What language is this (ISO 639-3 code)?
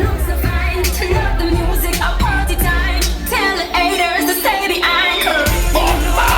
jam